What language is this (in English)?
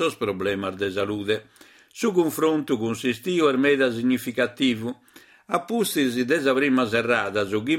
Sardinian